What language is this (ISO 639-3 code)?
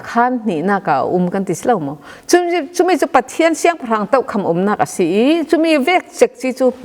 cfm